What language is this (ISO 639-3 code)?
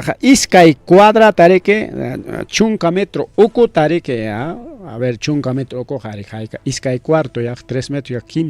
quy